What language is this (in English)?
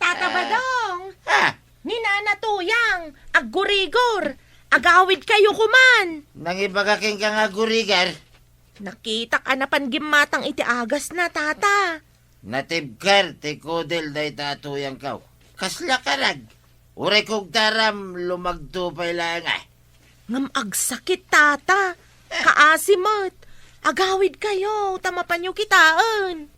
Iloko